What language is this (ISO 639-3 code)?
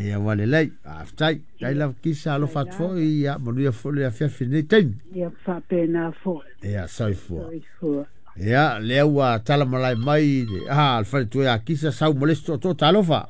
smo